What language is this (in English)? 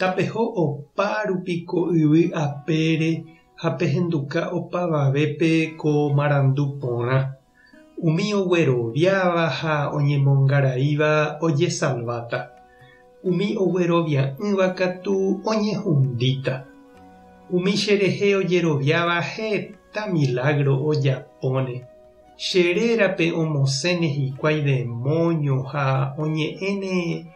Guarani